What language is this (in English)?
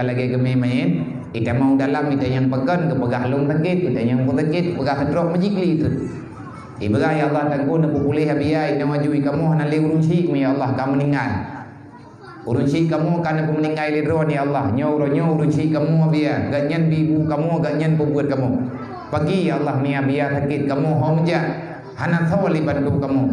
Achinese